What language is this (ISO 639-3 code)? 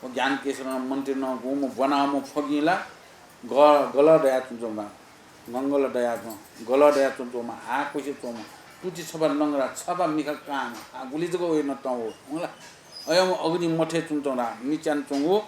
new